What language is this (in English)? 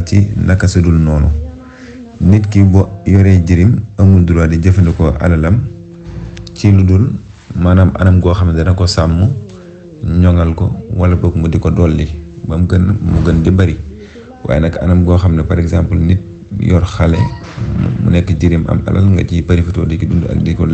Wolof